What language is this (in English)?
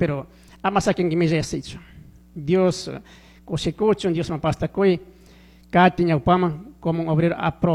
Chimborazo Highland Quichua